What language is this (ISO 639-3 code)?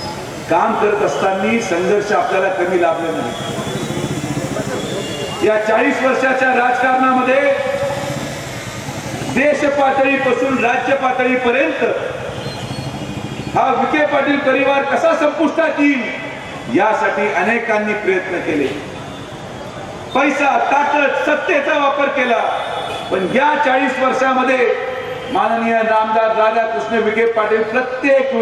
mar